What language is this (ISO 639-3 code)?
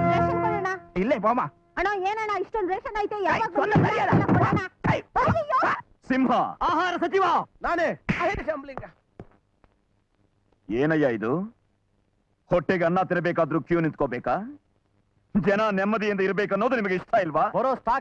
kan